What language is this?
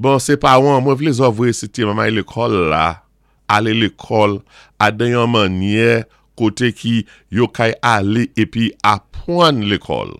Saint Lucian Creole French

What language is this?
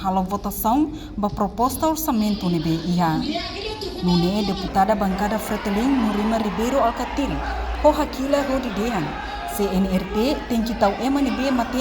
Tetum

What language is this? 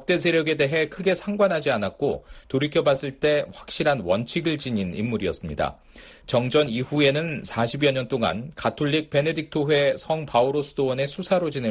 Korean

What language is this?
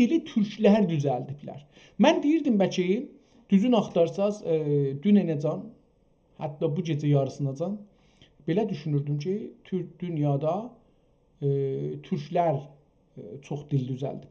South Azerbaijani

